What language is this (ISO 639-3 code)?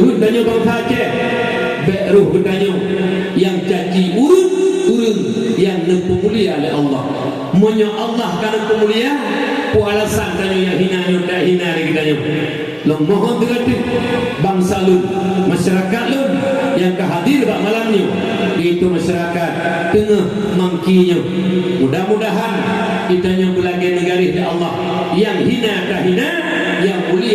ace